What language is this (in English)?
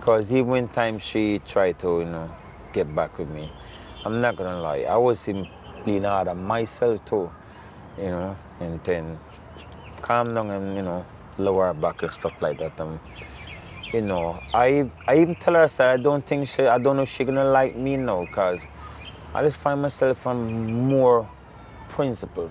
Jamaican Creole English